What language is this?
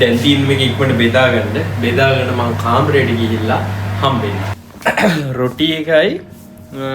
Sinhala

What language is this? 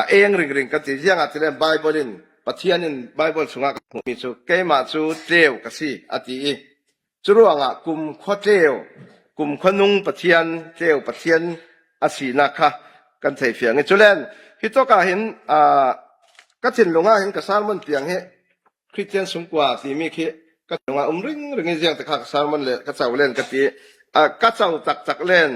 Falam Chin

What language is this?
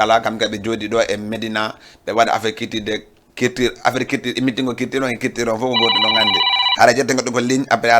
Fula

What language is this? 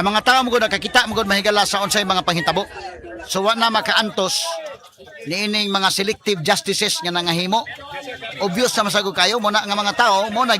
Cebuano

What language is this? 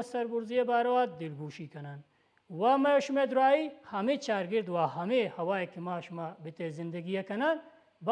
Baluchi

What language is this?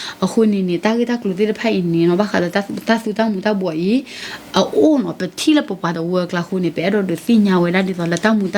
S'gaw Karen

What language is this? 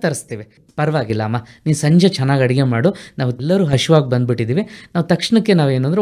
Kannada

